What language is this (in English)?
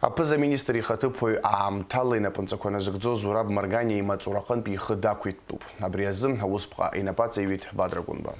Abkhazian